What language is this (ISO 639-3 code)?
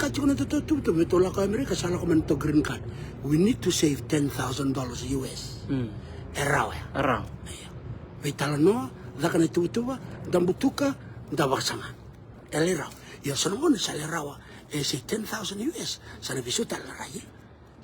fij